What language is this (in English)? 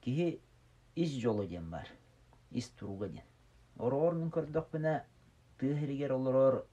Yakut